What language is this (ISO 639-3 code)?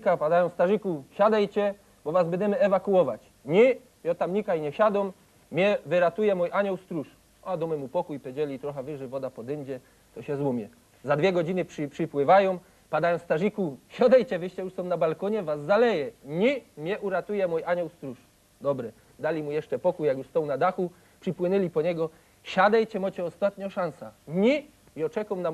szl